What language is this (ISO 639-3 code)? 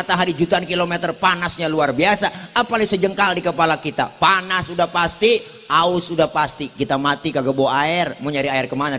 bew